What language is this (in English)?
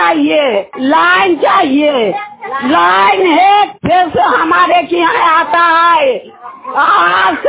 Hindi